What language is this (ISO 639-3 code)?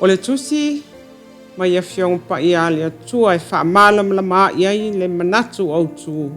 smo